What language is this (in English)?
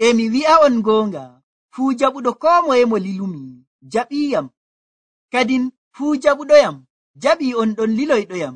Nigerian Fulfulde